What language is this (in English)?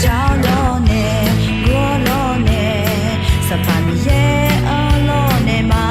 Akha